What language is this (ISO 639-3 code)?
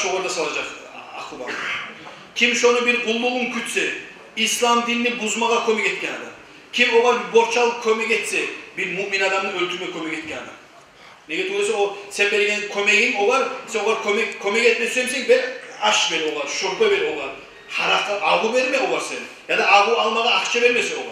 kum